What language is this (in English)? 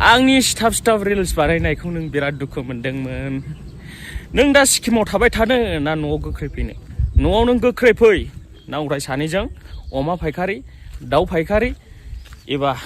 Bodo